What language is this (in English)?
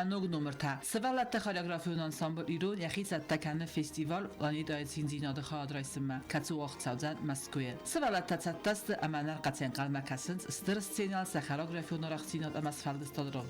Ossetic